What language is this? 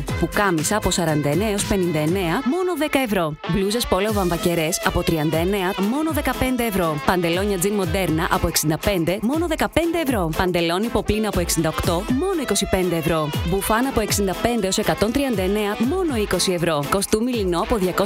Greek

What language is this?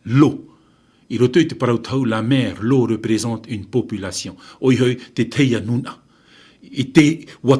Tahitian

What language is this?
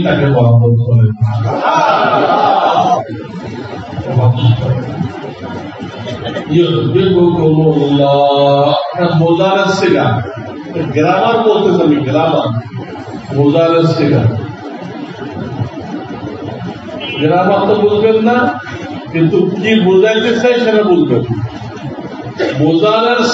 Bangla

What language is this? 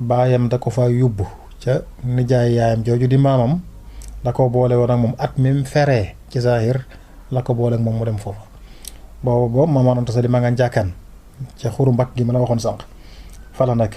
Wolof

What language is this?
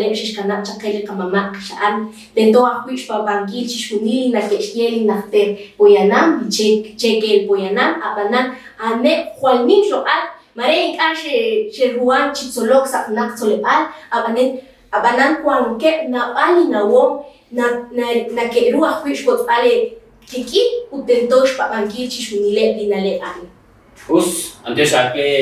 Kekchí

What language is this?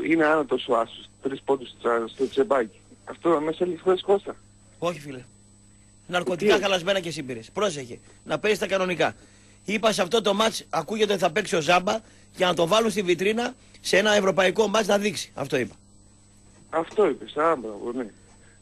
Greek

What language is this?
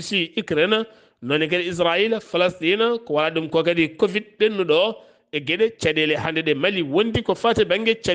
Fula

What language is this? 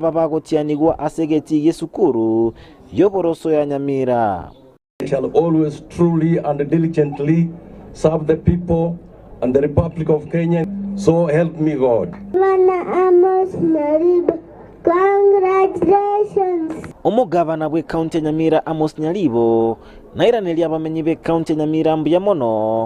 Gusii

